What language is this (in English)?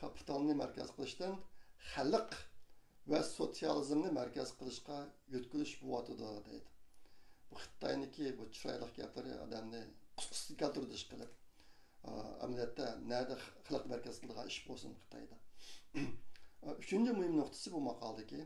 Uyghur